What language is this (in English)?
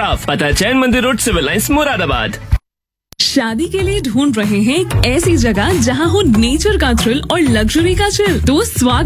Hindi